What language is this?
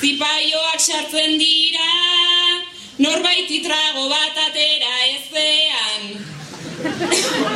Basque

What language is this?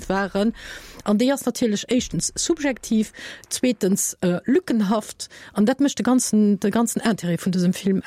Luxembourgish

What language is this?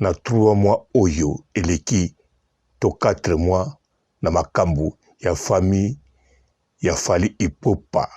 Lingala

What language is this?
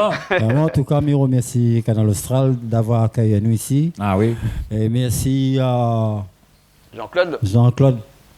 Réunion Creole French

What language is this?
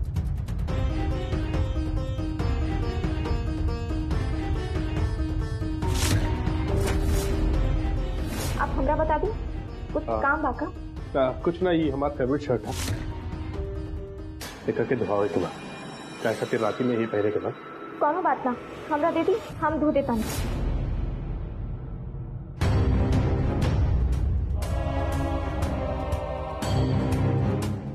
Bhojpuri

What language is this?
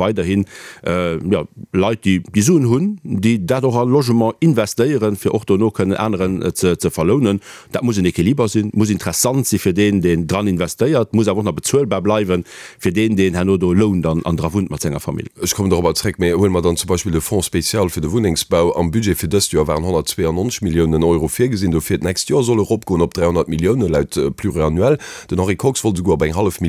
Luxembourgish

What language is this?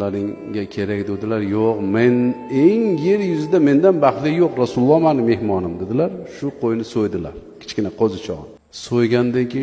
Uzbek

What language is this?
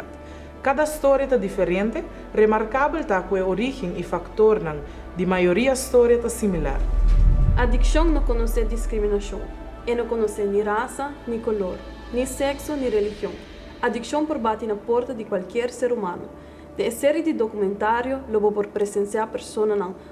Papiamento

